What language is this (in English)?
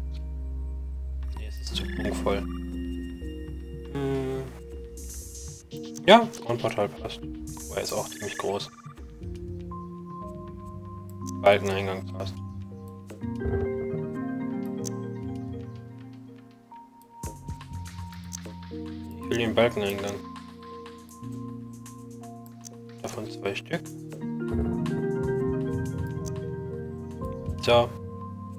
German